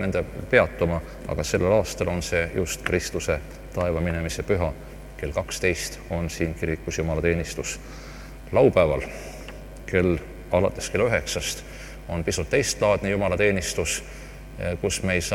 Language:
Estonian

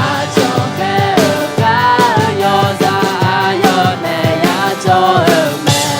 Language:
Akha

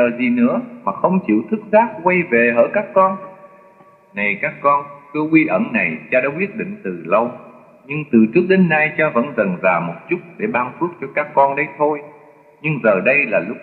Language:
Vietnamese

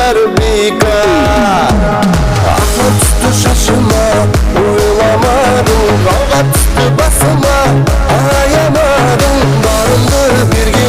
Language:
Kara-Kalpak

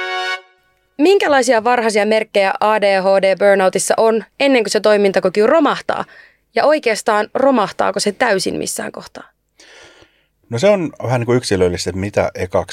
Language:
Finnish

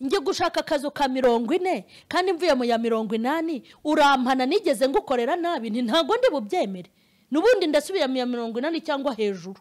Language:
Kinyarwanda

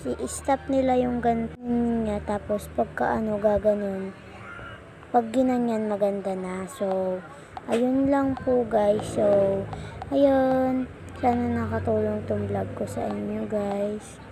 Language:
Filipino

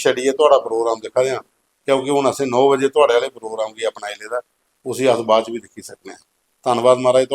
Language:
Dogri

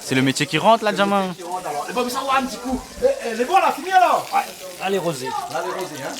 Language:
Réunion Creole French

